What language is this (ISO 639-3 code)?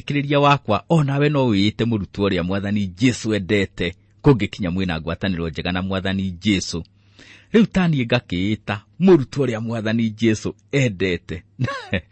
kik